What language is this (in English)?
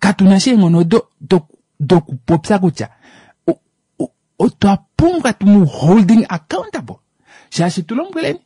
Kuanyama